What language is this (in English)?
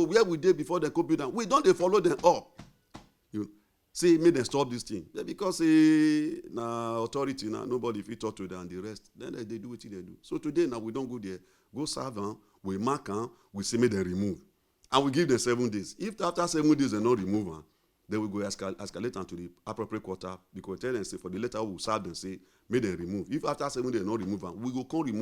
Nigerian Pidgin